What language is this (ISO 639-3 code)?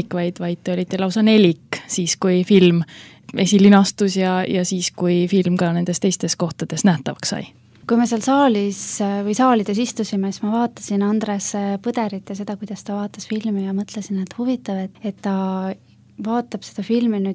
est